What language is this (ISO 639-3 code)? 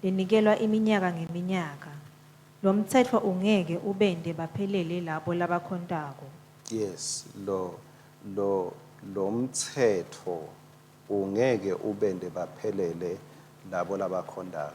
ssw